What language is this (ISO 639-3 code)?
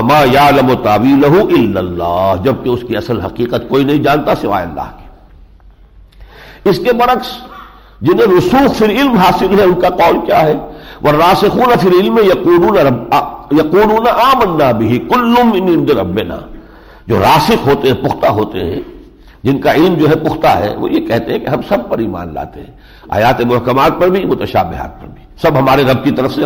urd